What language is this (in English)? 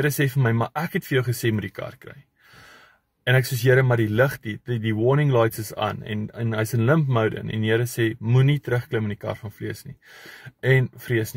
Afrikaans